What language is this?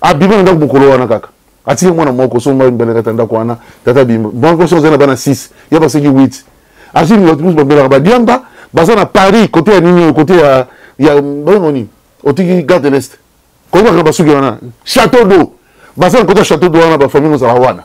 Lingala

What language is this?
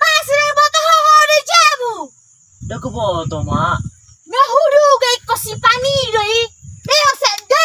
Batak Toba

